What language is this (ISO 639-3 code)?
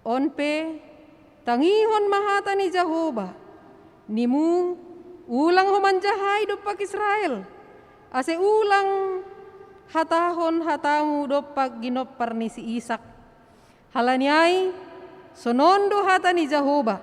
bts